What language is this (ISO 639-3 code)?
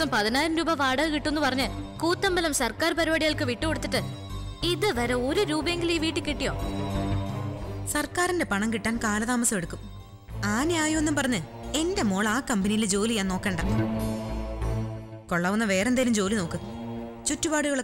mal